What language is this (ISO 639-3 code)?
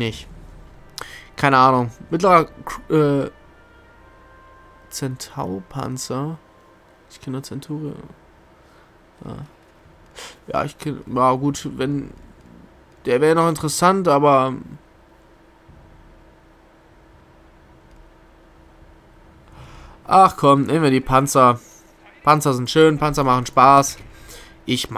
deu